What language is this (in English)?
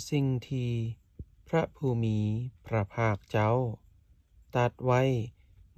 Lao